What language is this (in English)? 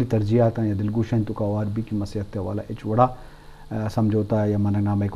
Eastern Balochi